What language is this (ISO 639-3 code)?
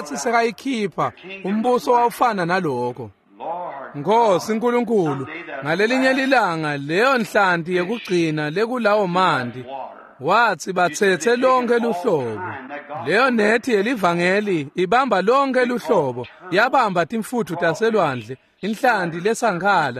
ssw